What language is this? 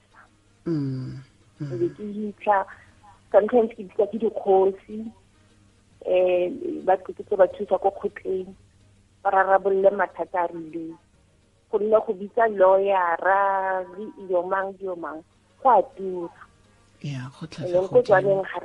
Tswana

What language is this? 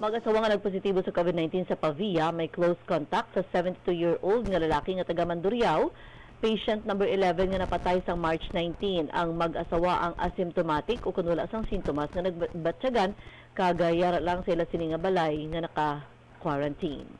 Hiligaynon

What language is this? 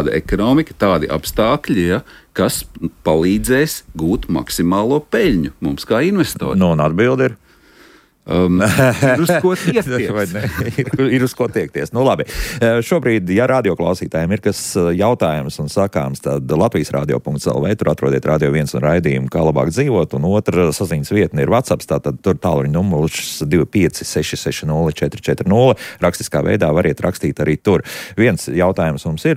Latvian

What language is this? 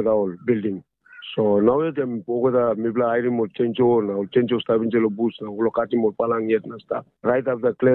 Tok Pisin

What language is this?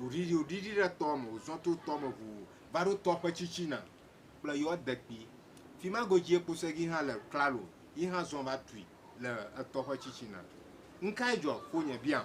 Ewe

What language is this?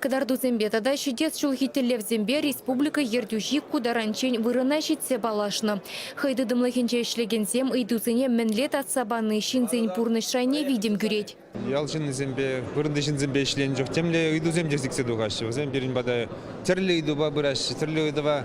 Chuvash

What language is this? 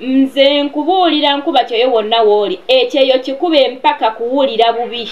Ganda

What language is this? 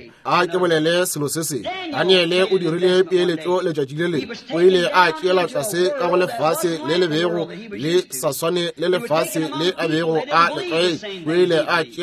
Northern Sotho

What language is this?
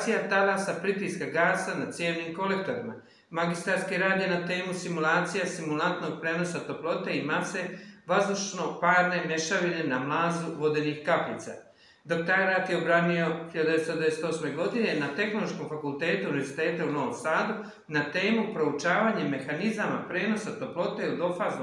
Serbian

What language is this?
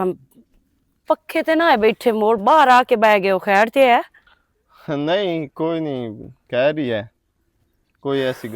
Western Panjabi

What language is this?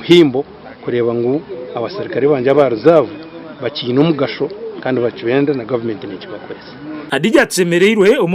Nyankole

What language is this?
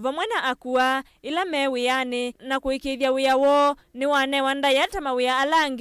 Kamba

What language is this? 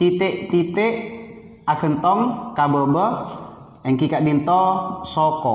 Madurese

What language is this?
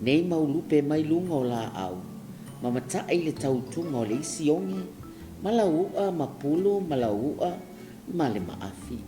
Samoan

